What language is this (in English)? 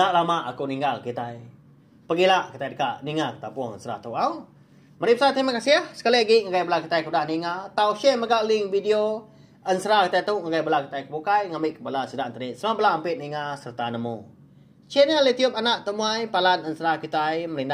Iban